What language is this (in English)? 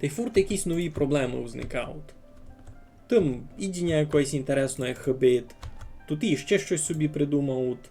Rusyn